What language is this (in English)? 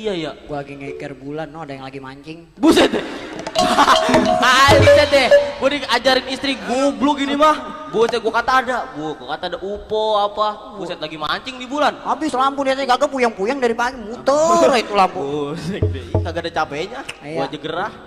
Betawi